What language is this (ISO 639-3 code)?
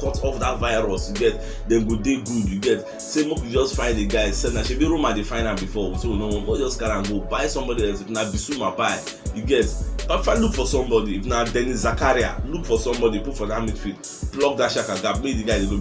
pcm